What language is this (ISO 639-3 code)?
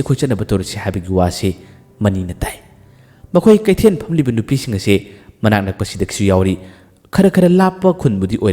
mni